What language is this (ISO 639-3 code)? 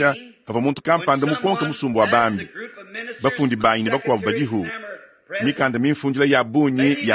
lua